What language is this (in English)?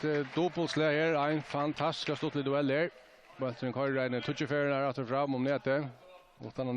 Faroese